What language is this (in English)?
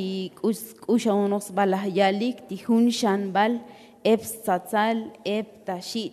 Tzotzil